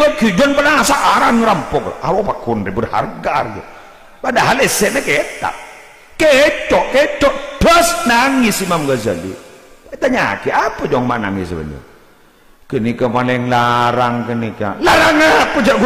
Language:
Madurese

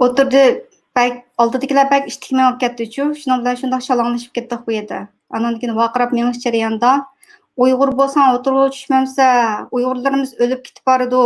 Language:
Uyghur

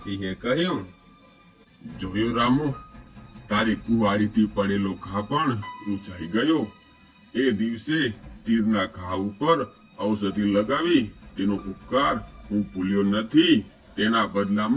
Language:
Gujarati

